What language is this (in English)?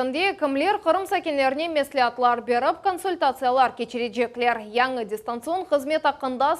Crimean Tatar